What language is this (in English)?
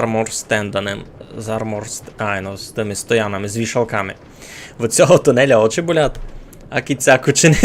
Rusyn